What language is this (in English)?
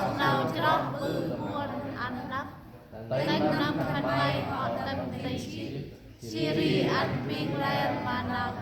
Central Mnong